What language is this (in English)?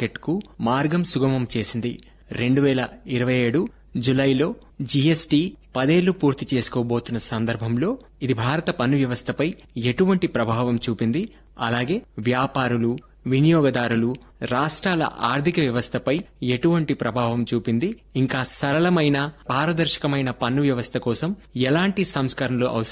Telugu